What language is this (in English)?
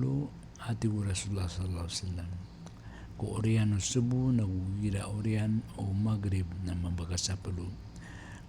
Maranao